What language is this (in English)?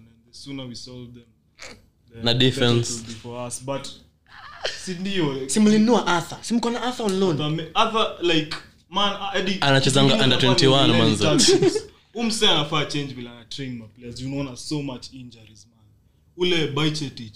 Swahili